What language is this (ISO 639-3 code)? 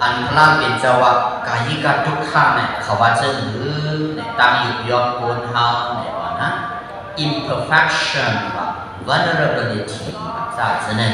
shn